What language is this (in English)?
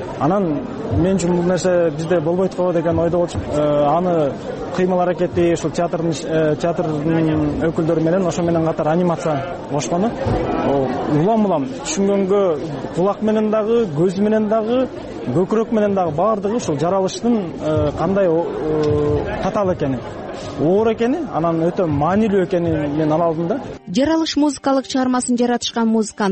Kyrgyz